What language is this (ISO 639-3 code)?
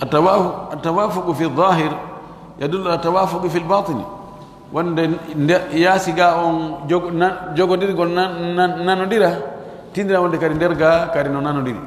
fuf